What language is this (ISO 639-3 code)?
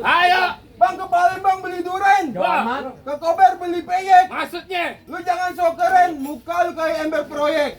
bew